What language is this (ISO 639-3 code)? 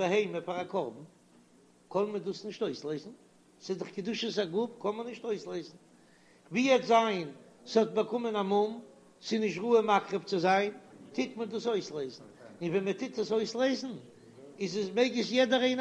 yid